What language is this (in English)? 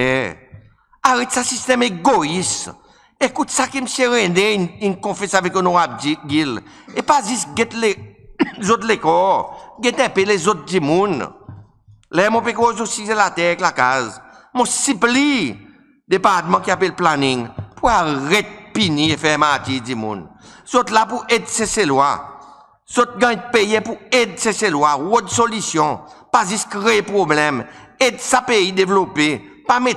Seselwa Creole French